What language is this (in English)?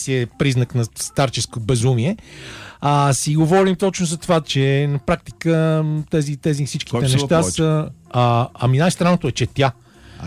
Bulgarian